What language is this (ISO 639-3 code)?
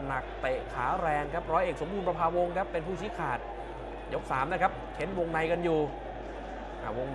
tha